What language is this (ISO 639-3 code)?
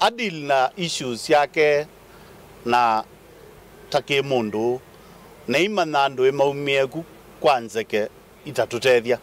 kam